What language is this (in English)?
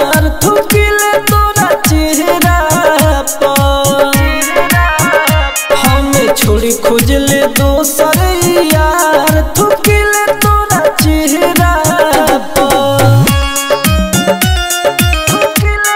Bhojpuri